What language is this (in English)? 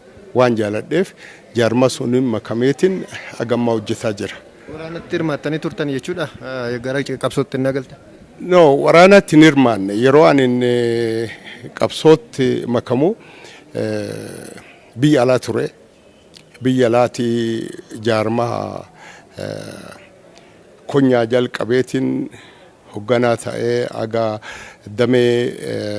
Oromo